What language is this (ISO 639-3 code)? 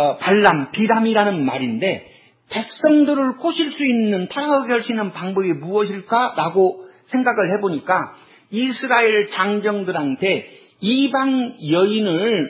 kor